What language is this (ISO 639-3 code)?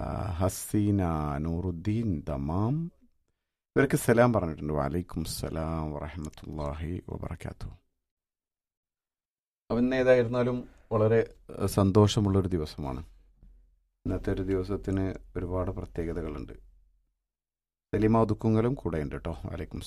mal